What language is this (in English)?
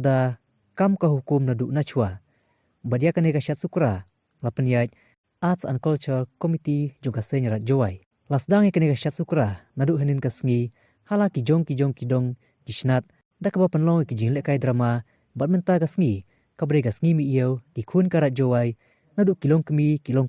Khasi